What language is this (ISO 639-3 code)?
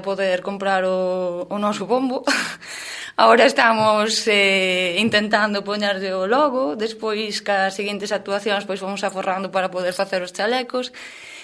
glg